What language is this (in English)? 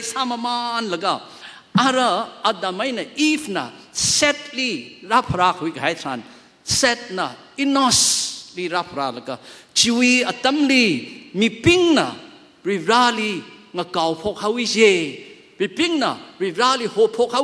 Tangkhul Naga (India)